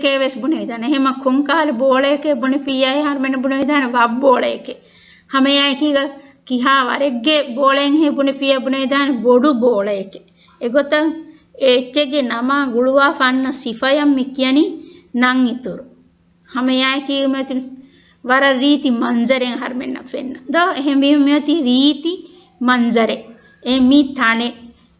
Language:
Divehi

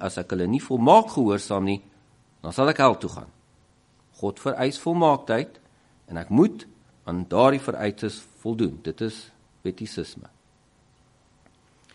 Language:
Afrikaans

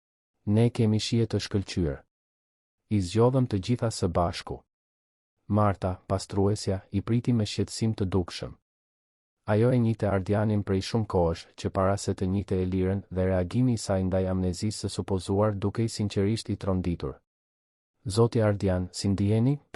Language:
Albanian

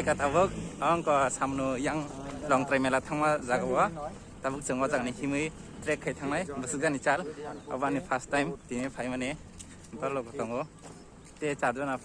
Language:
Kok Borok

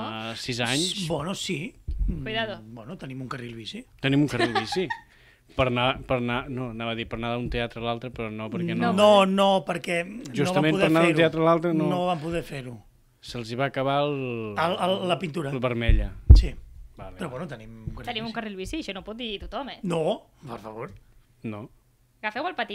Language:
Catalan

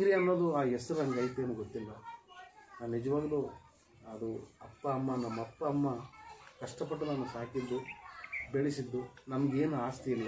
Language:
Kannada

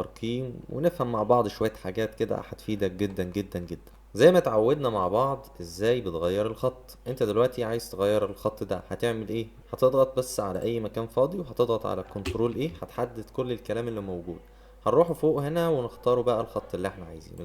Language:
Egyptian Arabic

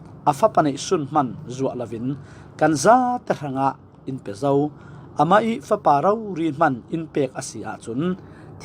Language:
Falam Chin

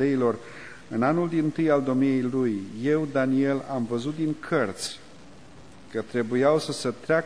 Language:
Romanian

